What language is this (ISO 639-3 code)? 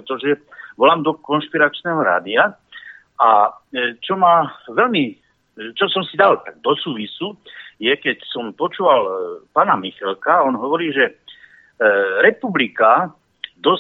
slk